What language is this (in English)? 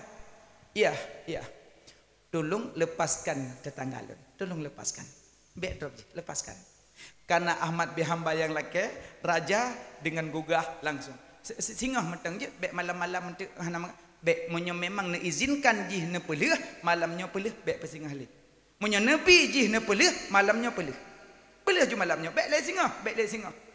Achinese